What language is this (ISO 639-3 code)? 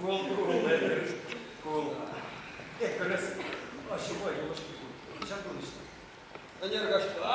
chv